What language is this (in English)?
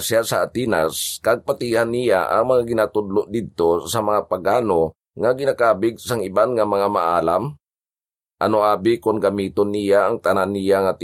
Hiligaynon